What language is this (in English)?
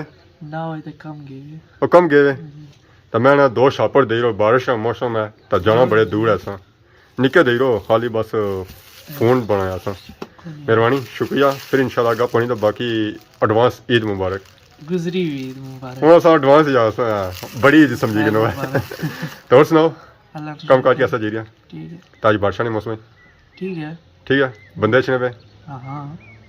Pahari-Potwari